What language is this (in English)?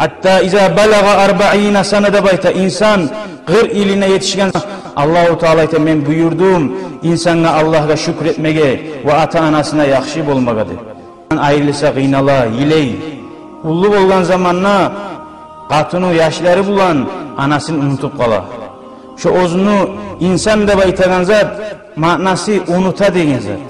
Kumyk